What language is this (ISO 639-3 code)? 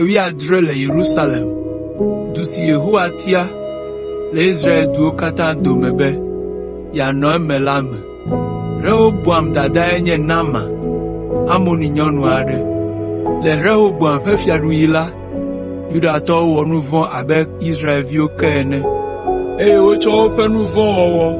ewe